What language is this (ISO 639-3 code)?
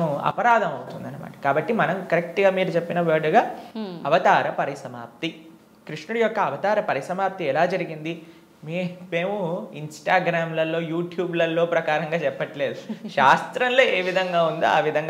tel